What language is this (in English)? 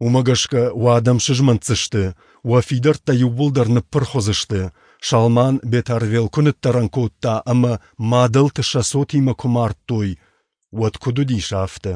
Ossetic